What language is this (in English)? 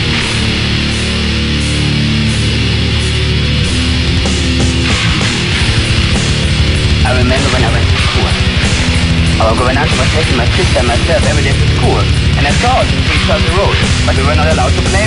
English